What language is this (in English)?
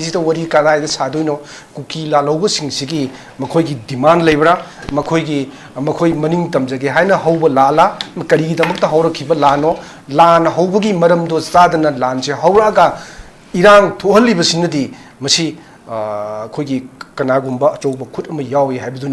Manipuri